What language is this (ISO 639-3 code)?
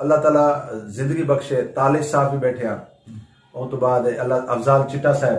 skr